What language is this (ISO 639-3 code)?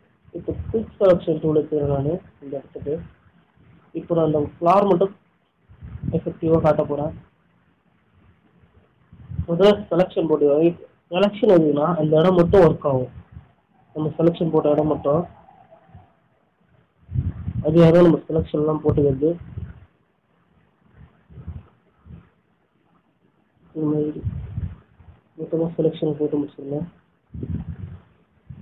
tam